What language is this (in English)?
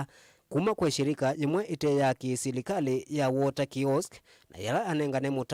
Kamba